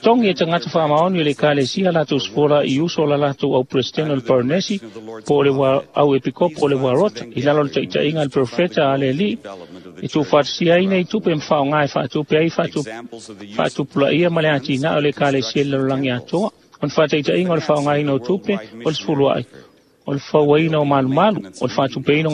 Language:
Samoan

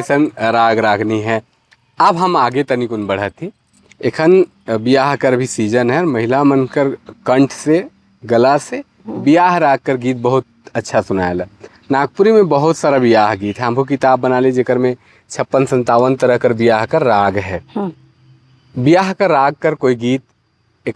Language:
Sadri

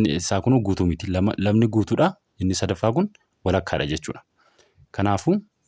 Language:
Oromo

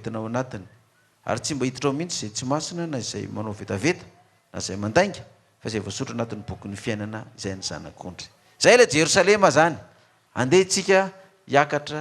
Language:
Malagasy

